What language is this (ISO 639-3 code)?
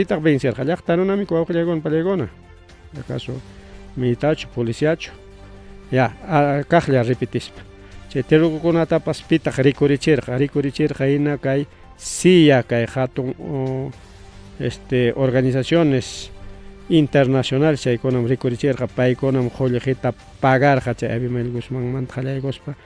quy